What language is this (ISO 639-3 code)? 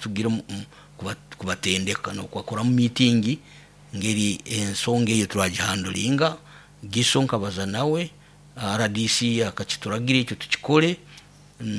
nyo